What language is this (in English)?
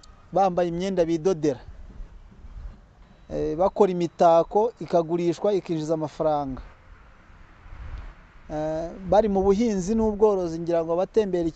Kinyarwanda